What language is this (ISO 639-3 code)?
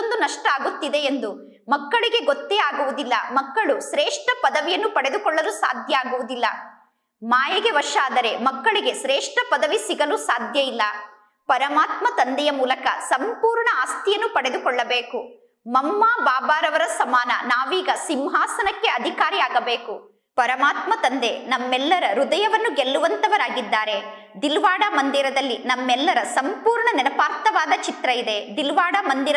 kan